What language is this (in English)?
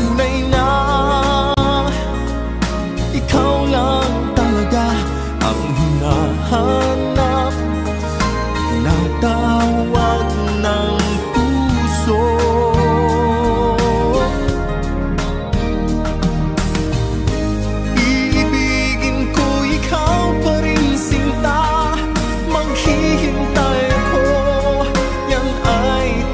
Filipino